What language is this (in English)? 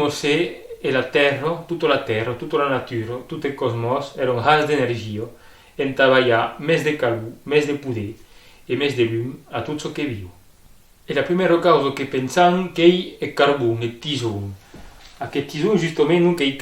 Occitan